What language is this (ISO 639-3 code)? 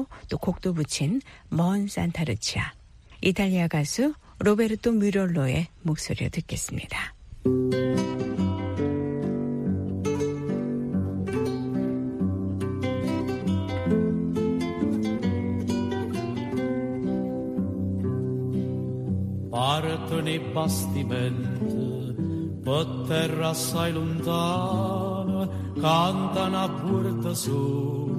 kor